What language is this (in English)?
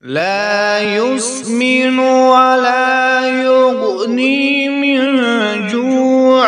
Kashmiri